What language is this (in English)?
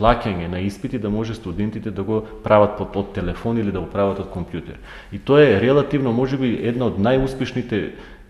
Macedonian